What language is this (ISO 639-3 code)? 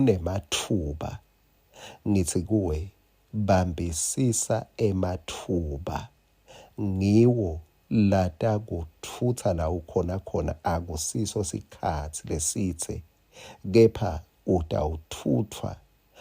ssw